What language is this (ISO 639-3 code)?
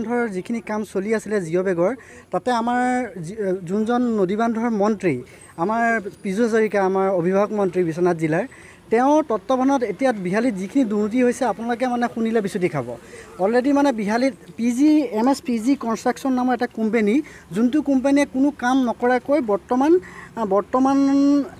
asm